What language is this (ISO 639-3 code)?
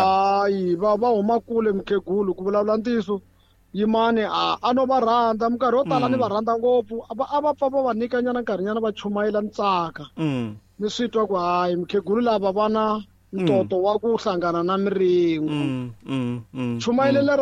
tso